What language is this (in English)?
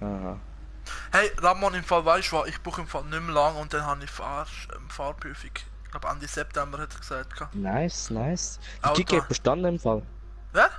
Swiss German